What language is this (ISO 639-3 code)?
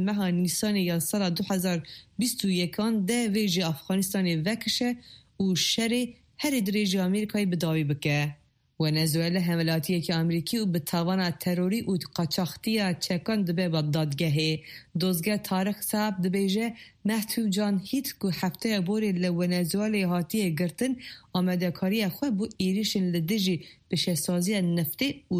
kur